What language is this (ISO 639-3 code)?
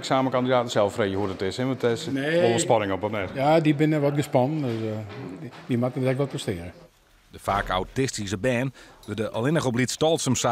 fry